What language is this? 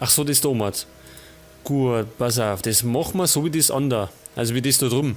Bavarian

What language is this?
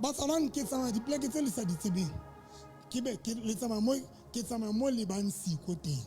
Southern Sotho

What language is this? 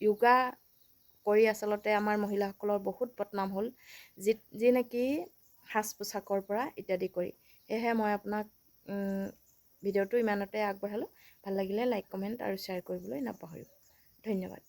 Assamese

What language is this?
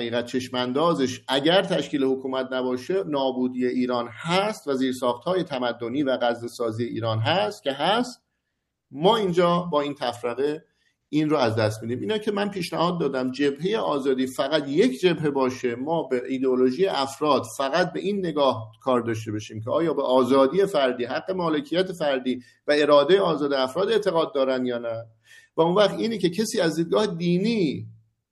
Persian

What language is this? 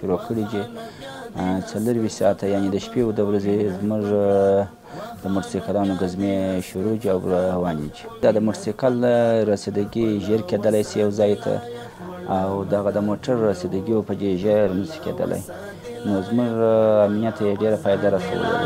Pashto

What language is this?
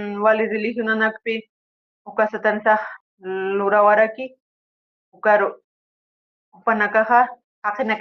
Aymara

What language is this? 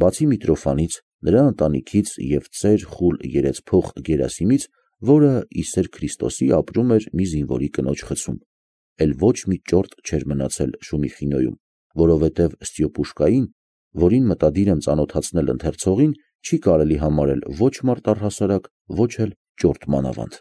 Armenian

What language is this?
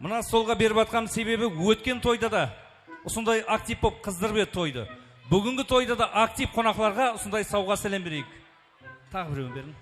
Kara-Kalpak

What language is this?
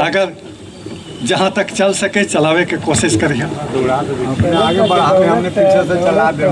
Magahi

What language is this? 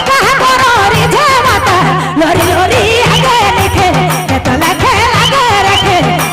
Sadri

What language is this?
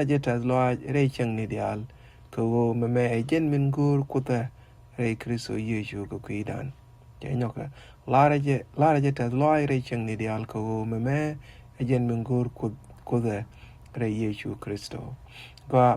Nuer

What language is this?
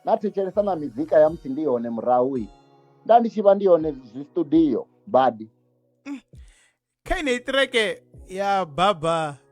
Venda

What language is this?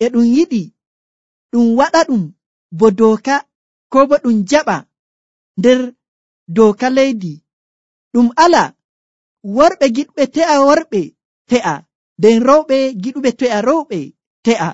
Nigerian Fulfulde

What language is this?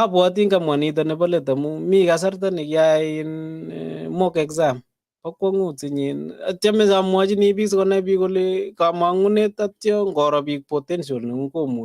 Kalenjin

